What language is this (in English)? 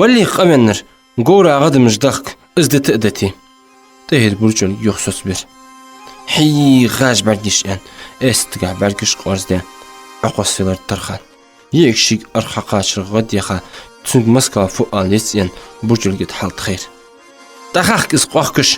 Ingush